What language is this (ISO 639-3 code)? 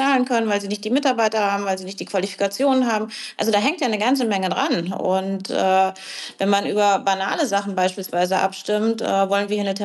deu